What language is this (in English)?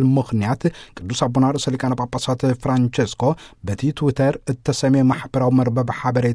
Tigrinya